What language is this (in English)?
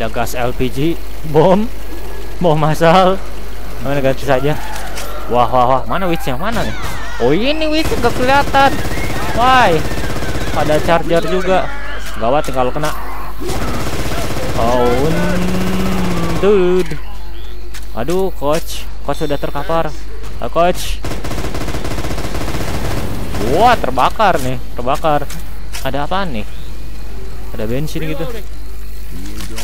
Indonesian